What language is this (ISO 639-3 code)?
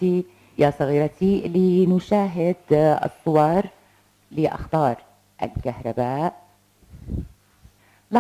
ara